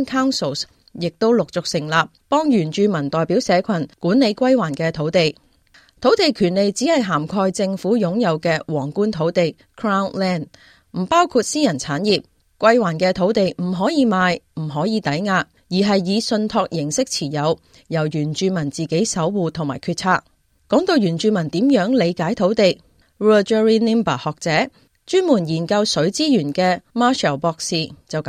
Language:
Cantonese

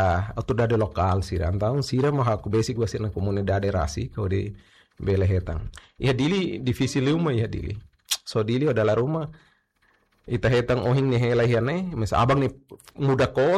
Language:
Tetum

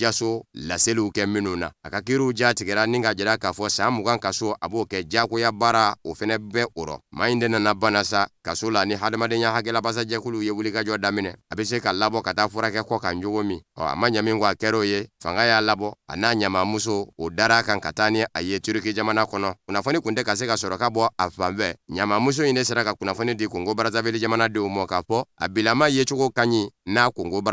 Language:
Bambara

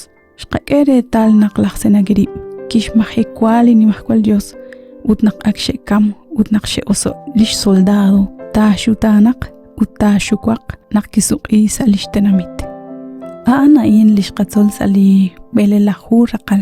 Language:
Kekchí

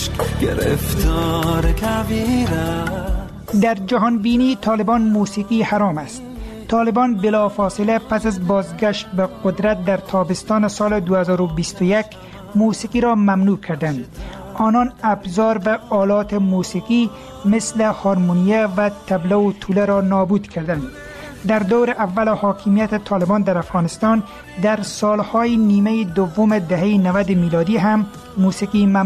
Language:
Persian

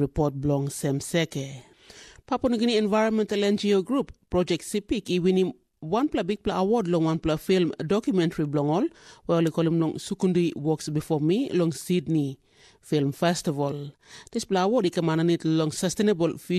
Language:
Tok Pisin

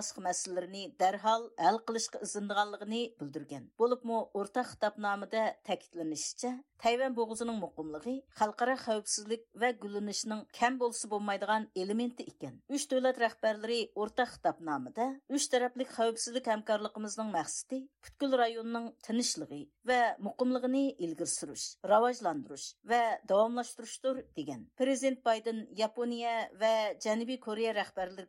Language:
Uyghur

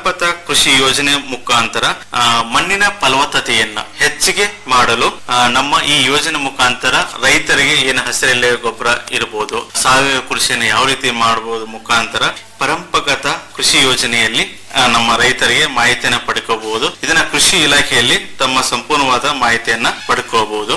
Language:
Kannada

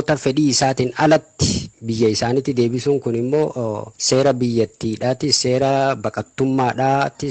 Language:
Oromo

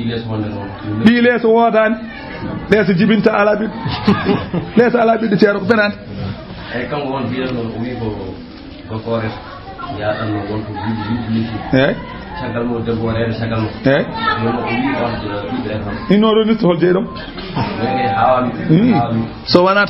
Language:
Fula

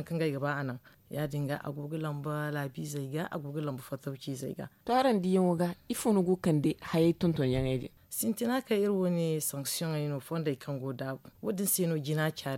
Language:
Zarma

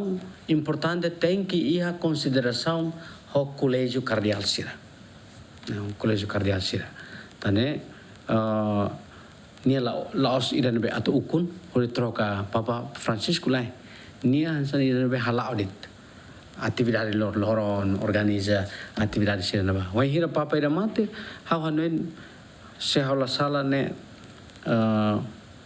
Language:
Tetum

